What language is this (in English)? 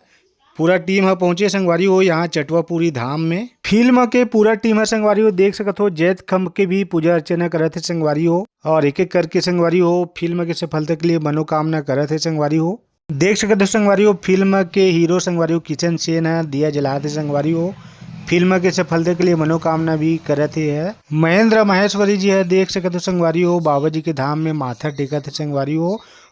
Chhattisgarhi